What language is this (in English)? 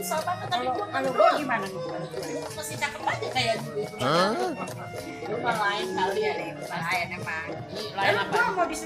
Betawi